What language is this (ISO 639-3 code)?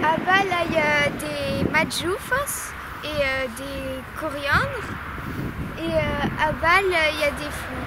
oci